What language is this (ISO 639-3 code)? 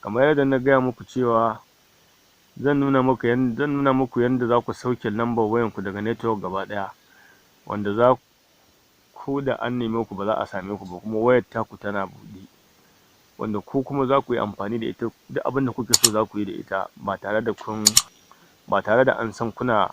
hau